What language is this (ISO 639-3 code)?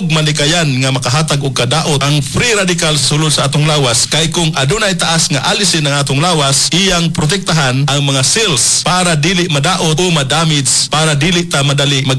ceb